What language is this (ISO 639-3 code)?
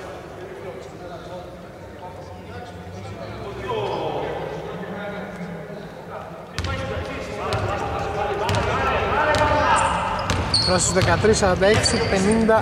ell